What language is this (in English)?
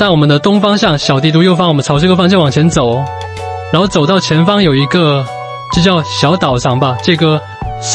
Chinese